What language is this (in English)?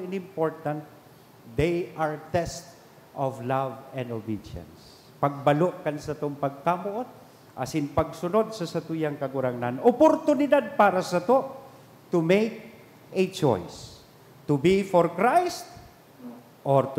Bikol